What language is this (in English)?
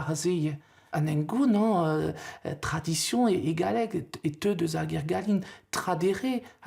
Breton